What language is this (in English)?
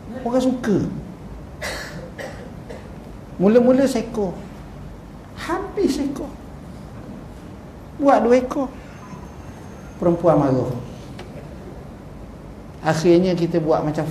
Malay